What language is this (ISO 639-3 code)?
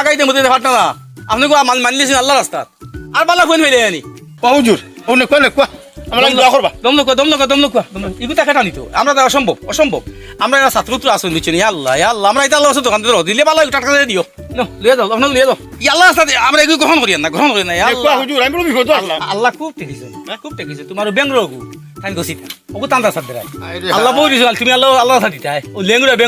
syl